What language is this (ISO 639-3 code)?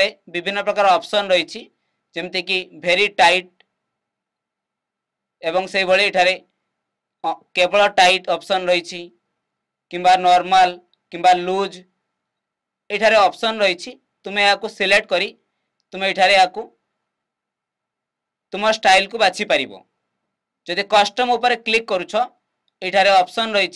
ori